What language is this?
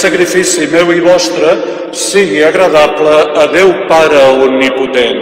Catalan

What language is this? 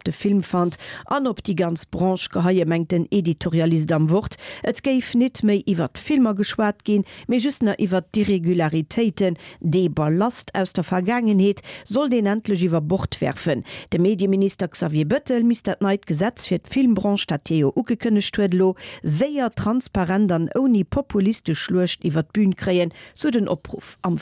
Luxembourgish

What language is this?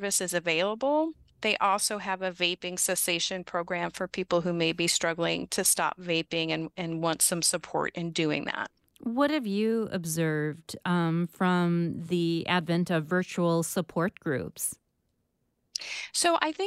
English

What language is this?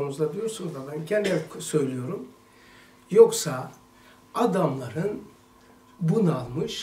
Turkish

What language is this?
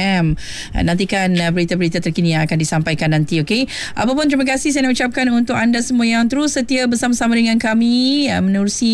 Malay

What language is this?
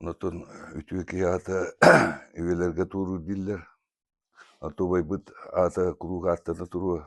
Yakut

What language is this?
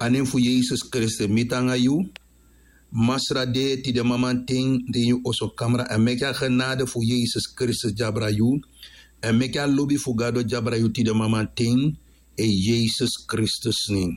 Sranan Tongo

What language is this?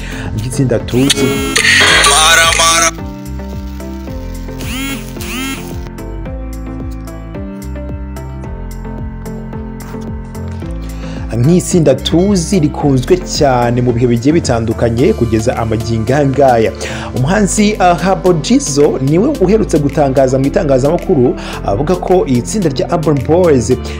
Kinyarwanda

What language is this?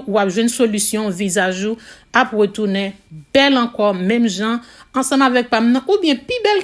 Haitian Creole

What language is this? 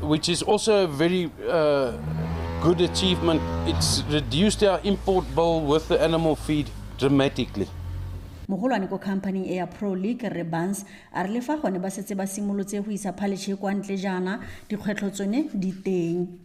Tswana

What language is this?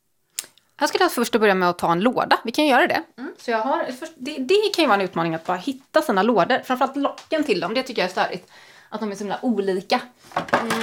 Swedish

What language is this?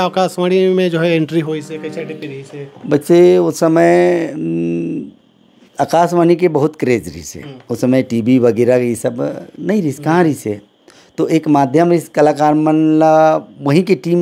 Chhattisgarhi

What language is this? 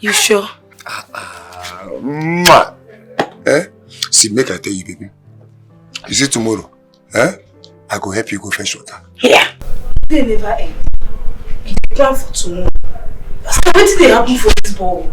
Nigerian Pidgin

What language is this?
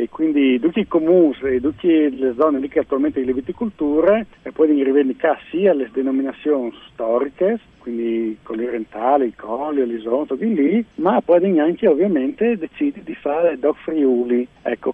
Friulian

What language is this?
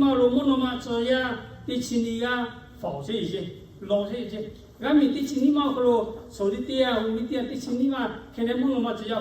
Lahu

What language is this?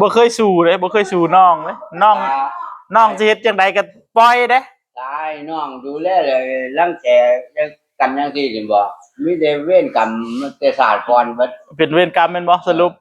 Northeastern Thai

